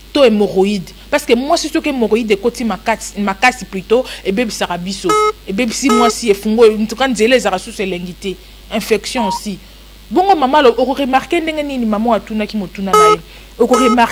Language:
Lingala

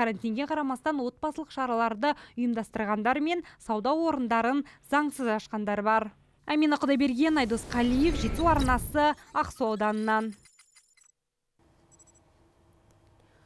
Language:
Kazakh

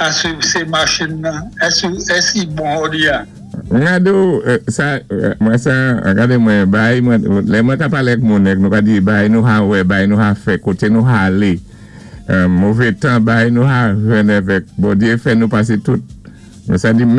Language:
Saint Lucian Creole French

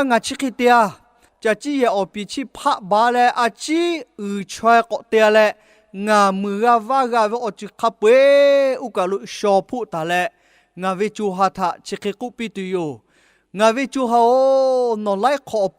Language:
Lahu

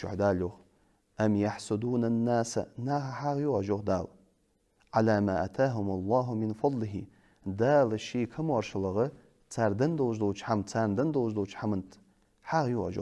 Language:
Ingush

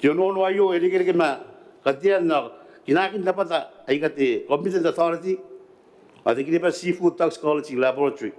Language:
Gilbertese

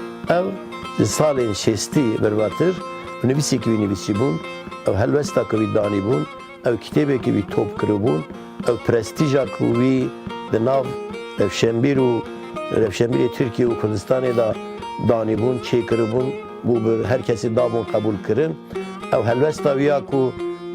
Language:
Kurdish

